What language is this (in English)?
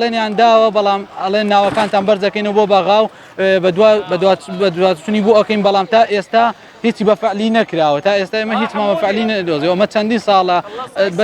Central Kurdish